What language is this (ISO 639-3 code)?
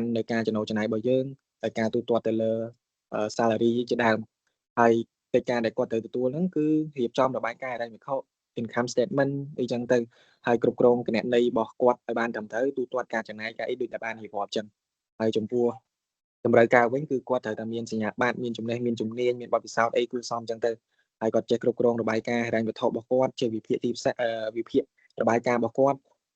khm